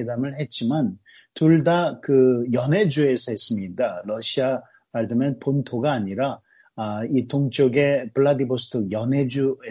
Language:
Korean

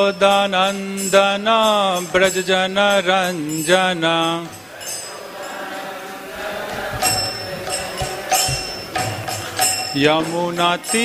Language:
Hindi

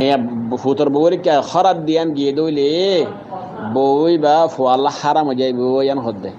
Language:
Rohingya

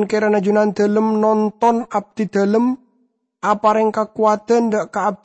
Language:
Madurese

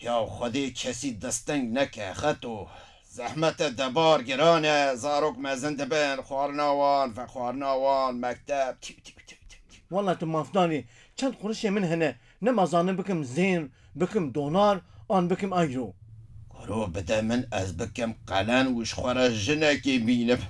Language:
Kurdish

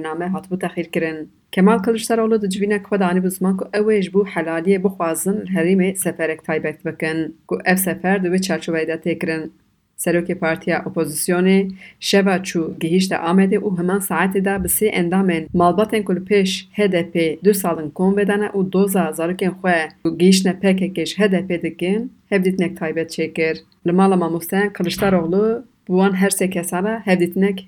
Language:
Kurdish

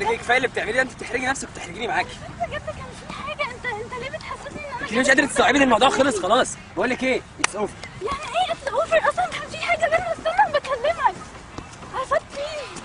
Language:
Egyptian Arabic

